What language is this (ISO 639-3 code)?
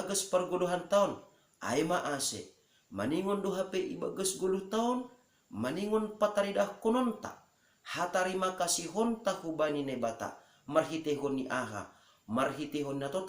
bts